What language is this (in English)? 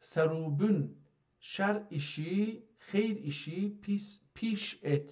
South Azerbaijani